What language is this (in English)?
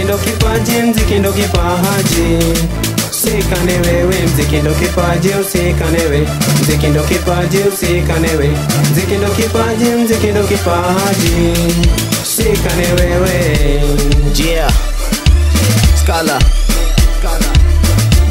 Swahili